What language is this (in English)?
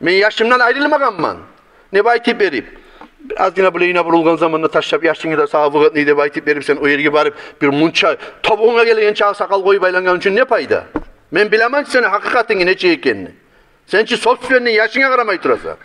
Kumyk